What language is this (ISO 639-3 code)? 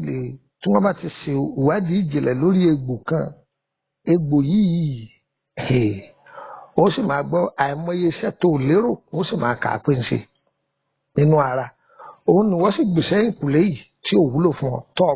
yor